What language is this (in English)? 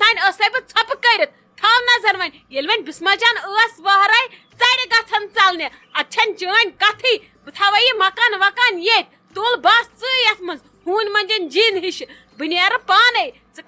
Kashmiri